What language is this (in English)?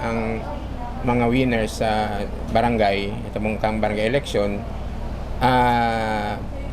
Bikol